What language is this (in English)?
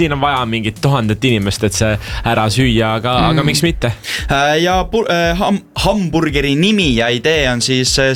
Estonian